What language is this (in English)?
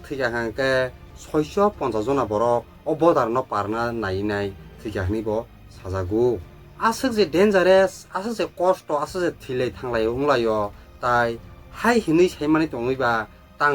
Kok Borok